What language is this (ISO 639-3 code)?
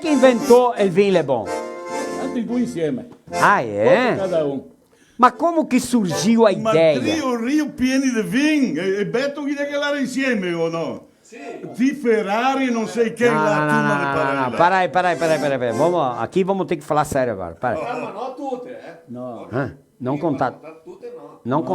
vec